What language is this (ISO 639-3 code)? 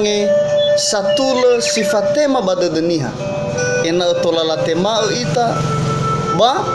nia